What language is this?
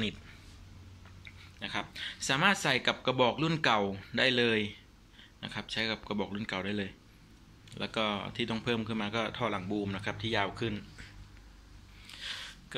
Thai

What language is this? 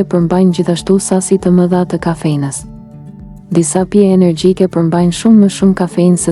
Albanian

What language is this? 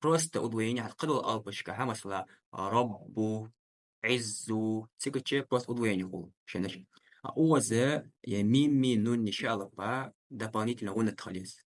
Ingush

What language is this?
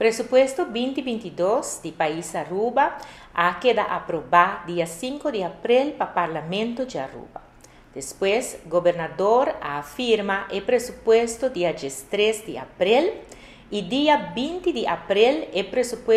Papiamento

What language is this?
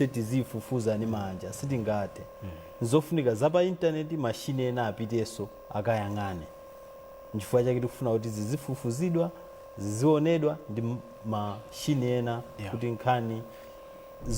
Nyanja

